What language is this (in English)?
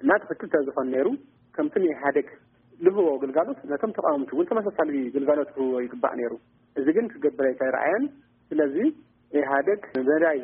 Tigrinya